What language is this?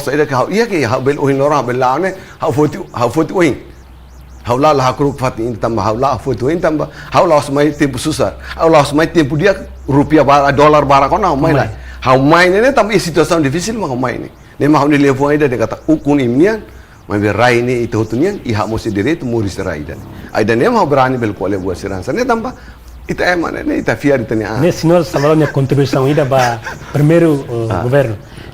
Tetum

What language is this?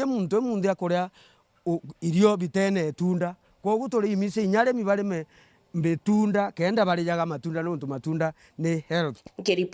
Meru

